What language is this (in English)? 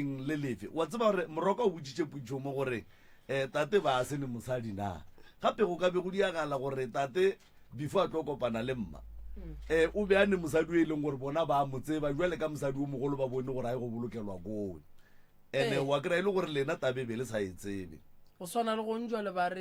Northern Sotho